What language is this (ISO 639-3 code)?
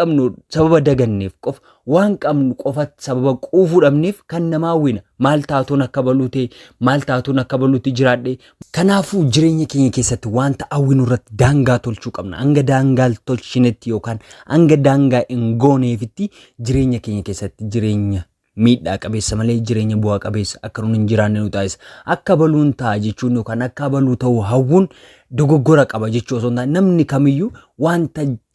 orm